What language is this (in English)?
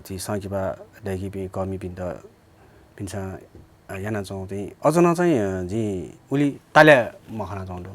Newari